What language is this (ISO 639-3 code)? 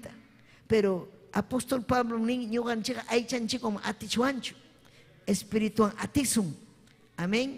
quy